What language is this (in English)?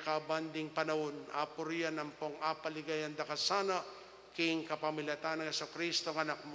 Pampanga